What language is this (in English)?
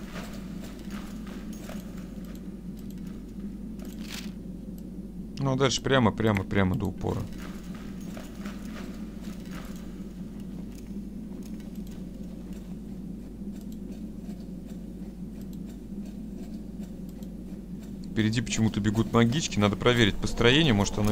Russian